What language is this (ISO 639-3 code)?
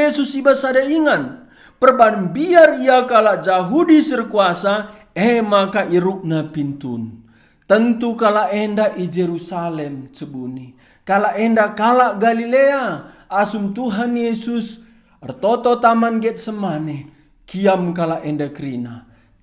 btx